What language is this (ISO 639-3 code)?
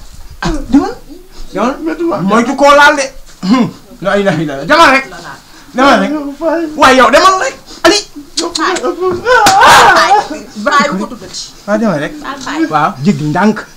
wol